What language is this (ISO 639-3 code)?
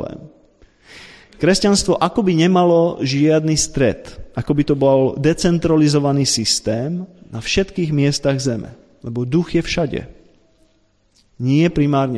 slk